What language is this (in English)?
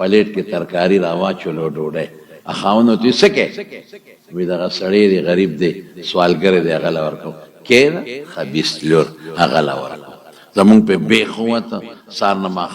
Pashto